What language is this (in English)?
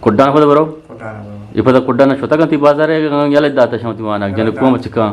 Eastern Balochi